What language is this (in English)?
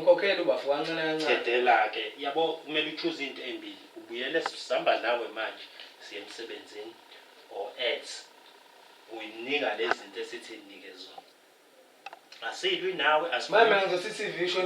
Zulu